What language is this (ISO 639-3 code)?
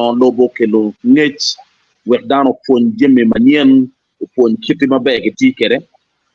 ach